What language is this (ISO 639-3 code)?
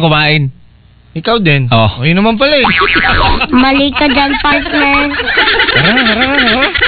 fil